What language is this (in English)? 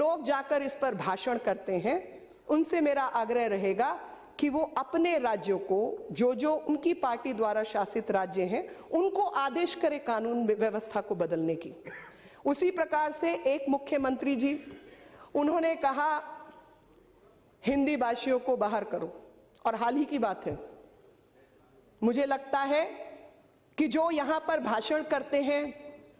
Hindi